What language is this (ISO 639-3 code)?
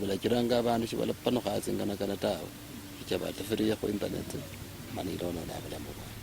luy